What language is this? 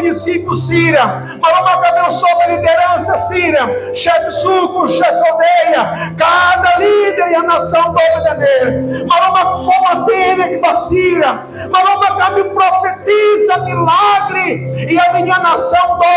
Tetum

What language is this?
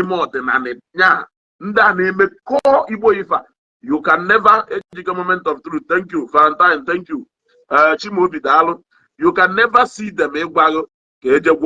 Igbo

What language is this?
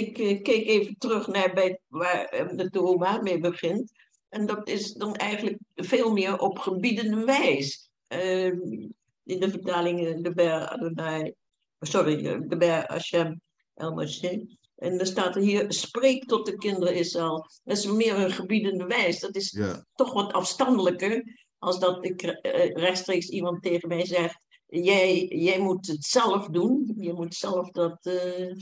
Dutch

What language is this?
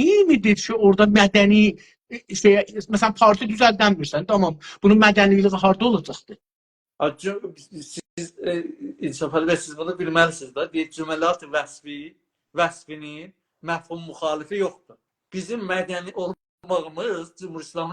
South Azerbaijani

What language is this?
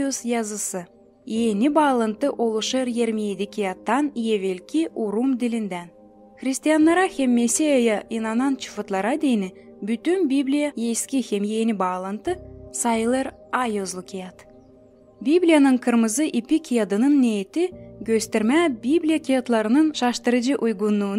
Gagauz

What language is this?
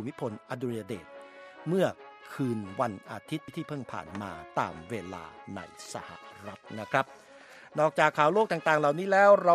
Thai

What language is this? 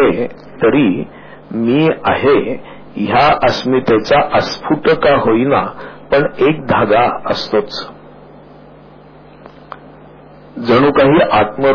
Marathi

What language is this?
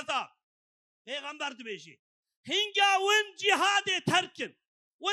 Kurdish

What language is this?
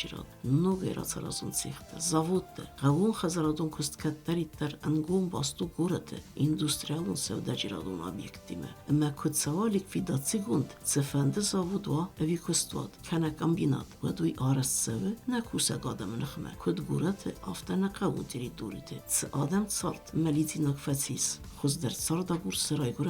Ossetic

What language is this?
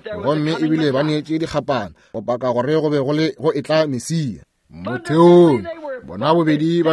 Northern Sotho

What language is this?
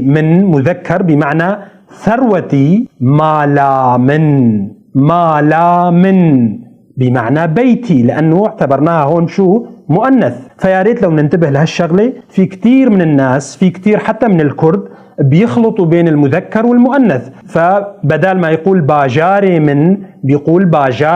North Levantine Arabic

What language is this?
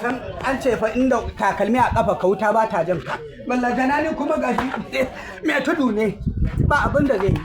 Hausa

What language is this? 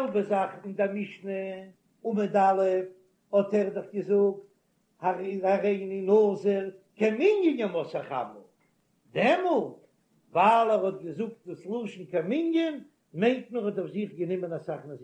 Yiddish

